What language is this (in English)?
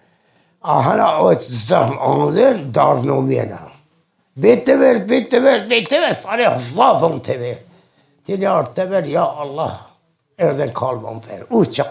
Zaza